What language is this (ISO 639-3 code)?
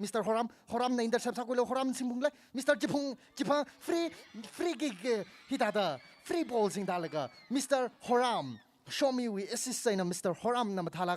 nmf